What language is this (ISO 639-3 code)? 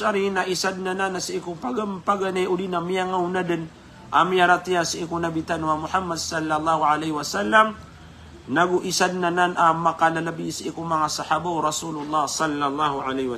mrw